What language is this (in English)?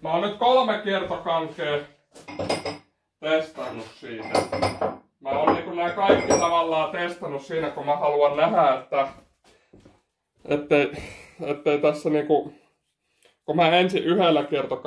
Finnish